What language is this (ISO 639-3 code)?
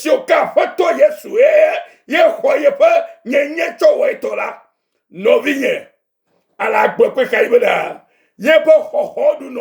ewe